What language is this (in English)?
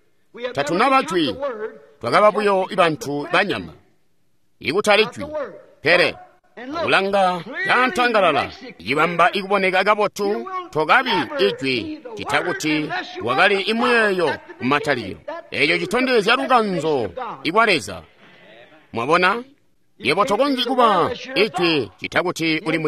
Tonga (Zambia)